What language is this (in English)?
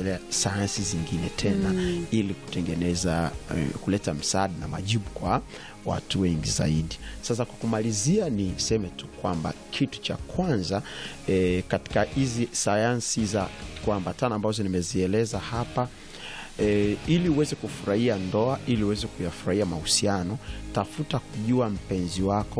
Swahili